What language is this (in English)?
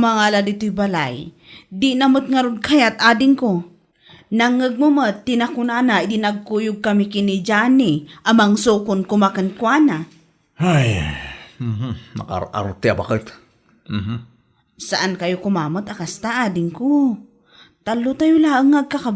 Iloko